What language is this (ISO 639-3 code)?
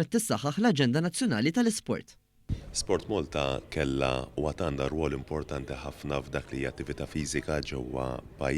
mlt